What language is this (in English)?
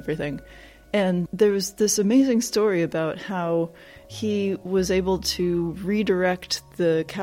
English